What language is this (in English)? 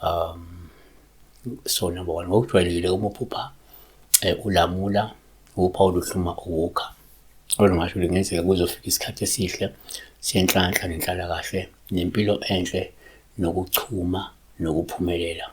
Zulu